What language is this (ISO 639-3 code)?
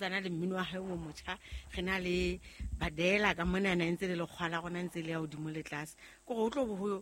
sot